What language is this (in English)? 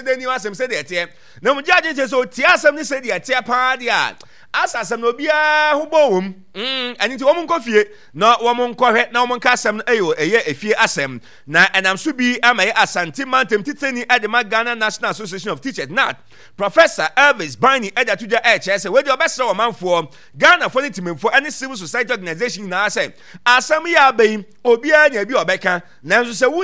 Akan